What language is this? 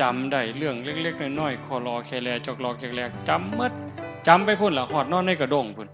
Northeastern Thai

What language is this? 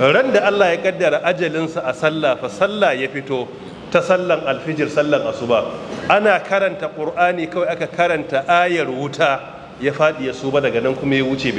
Hausa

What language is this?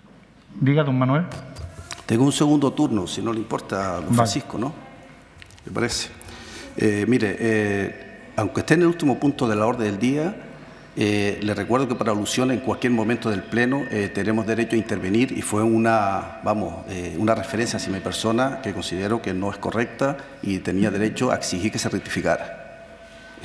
Spanish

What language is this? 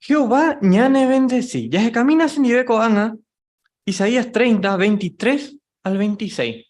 Guarani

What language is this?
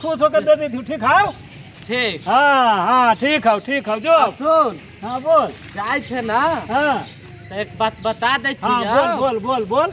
Magahi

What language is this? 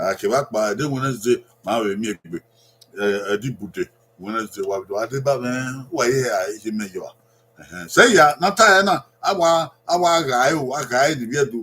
Bini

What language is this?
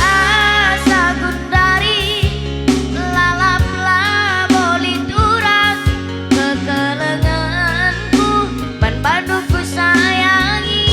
Batak Karo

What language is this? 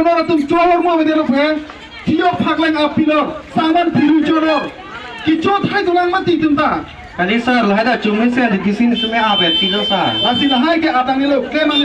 Karbi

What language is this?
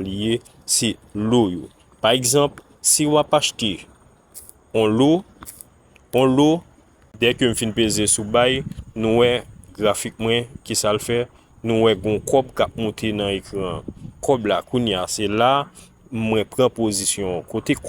Haitian Creole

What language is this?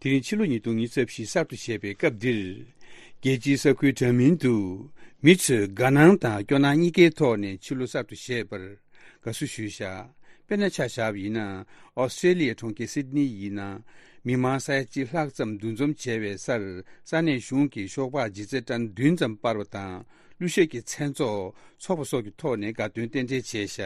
Tibetan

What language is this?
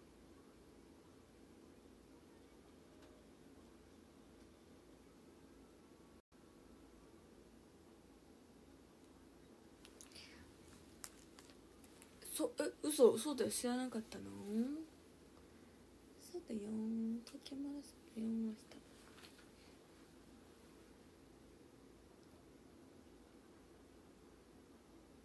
Japanese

